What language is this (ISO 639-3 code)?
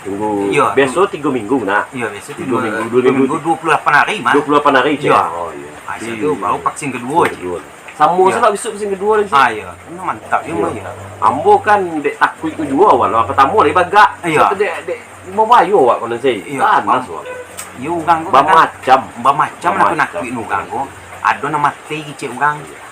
min